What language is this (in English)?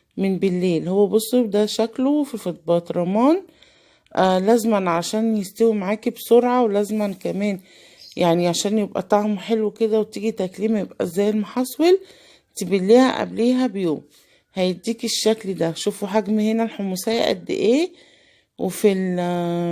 Egyptian Arabic